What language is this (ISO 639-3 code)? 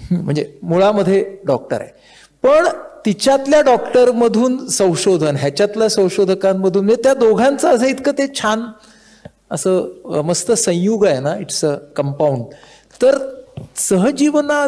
mar